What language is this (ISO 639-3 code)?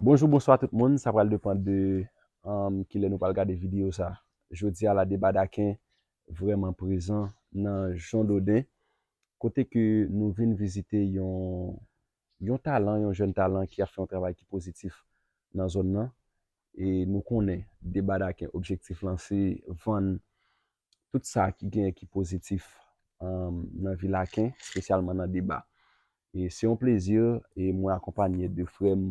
hat